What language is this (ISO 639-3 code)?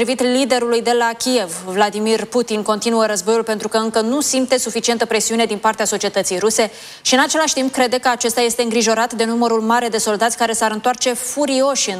ron